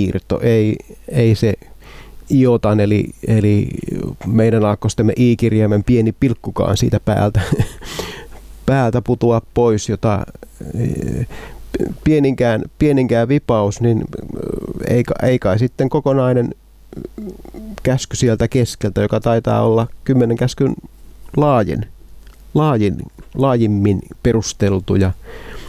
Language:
Finnish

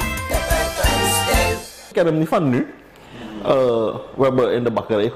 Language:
Dutch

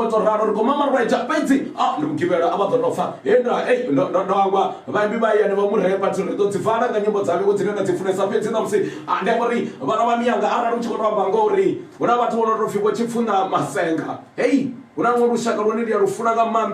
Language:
Venda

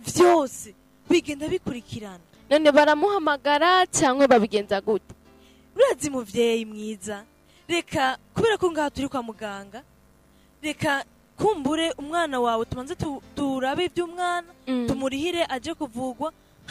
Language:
Rundi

